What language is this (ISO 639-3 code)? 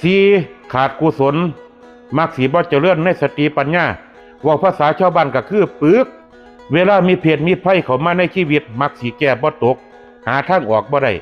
tts